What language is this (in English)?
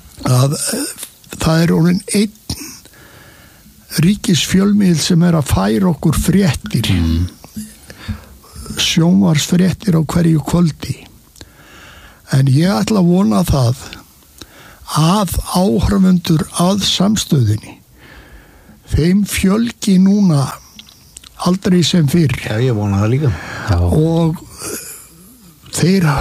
Icelandic